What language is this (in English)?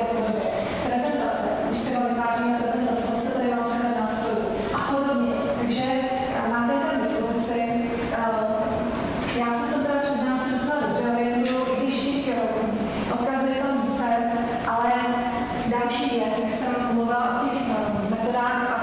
Czech